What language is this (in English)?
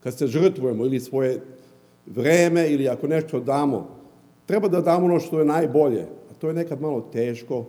Serbian